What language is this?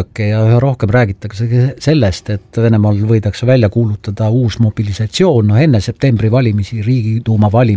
Estonian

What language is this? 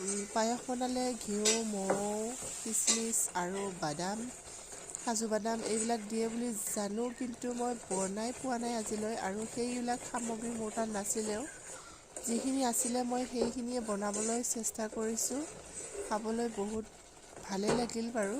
Assamese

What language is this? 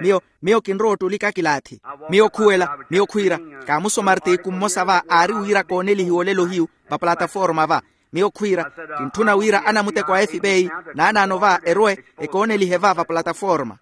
Makhuwa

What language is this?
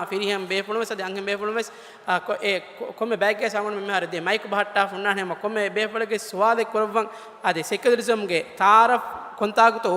Divehi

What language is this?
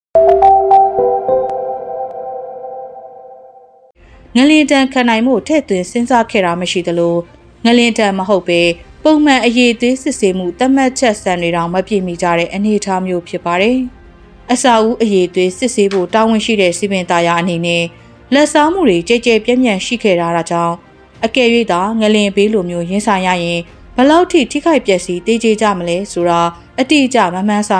Burmese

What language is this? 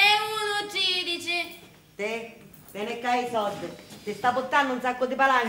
Sicilian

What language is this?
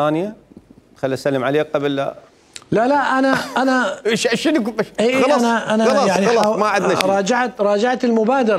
Mesopotamian Arabic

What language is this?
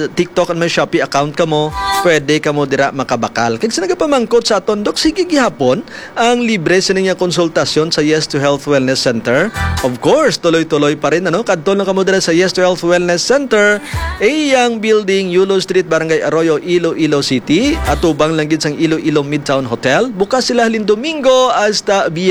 Hiligaynon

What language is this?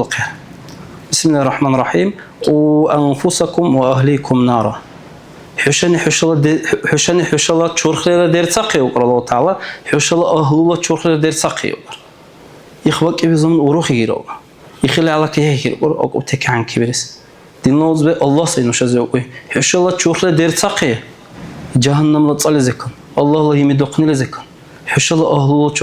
Dargwa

